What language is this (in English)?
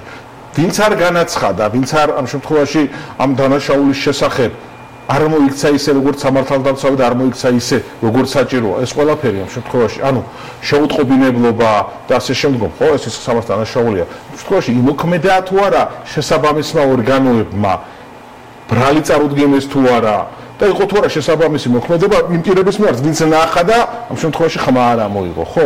Georgian